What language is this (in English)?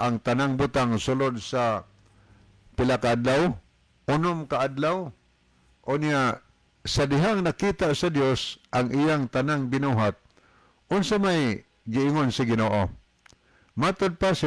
Cebuano